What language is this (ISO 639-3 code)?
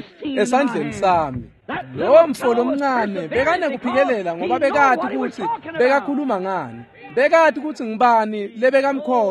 ssw